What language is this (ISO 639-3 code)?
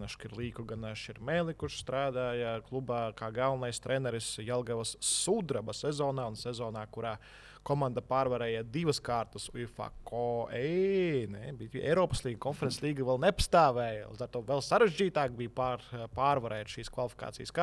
lav